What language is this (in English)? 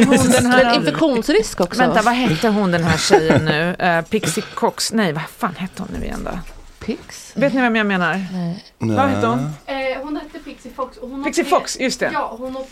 Swedish